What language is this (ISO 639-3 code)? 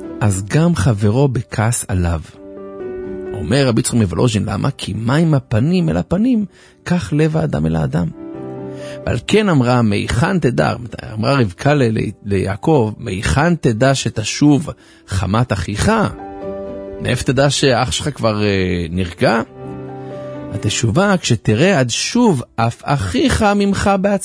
heb